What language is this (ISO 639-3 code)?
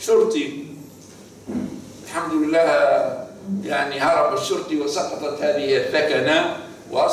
ara